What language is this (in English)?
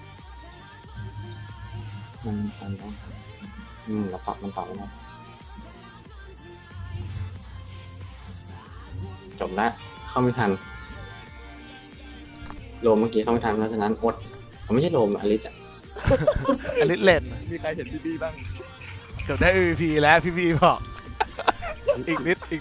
Thai